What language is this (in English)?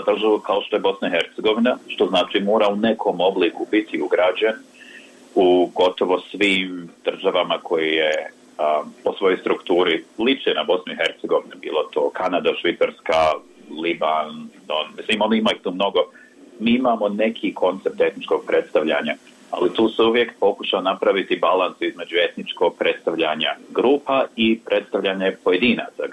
Bosnian